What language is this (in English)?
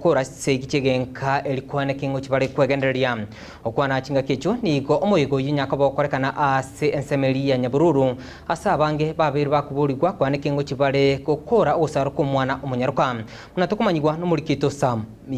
Gusii